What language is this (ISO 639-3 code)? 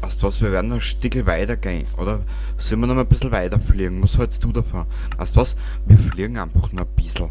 bar